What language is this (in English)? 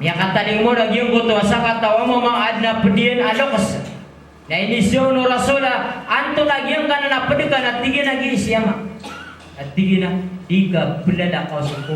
Maranao